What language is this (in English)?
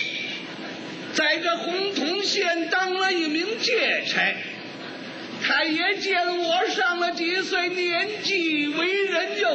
Chinese